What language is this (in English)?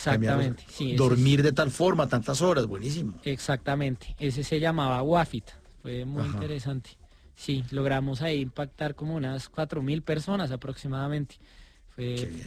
Spanish